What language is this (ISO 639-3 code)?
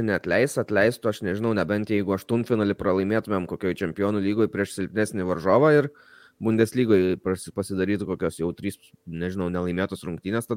lit